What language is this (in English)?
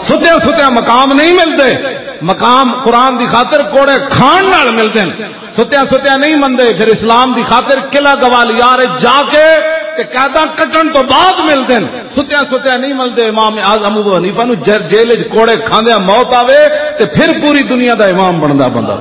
Western Panjabi